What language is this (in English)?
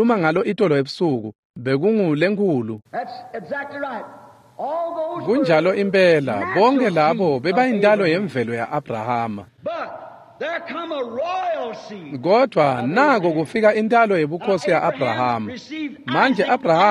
Swati